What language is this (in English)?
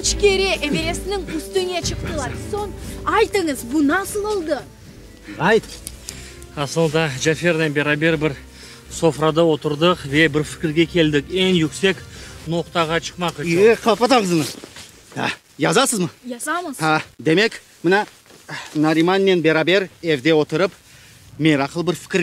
Crimean Tatar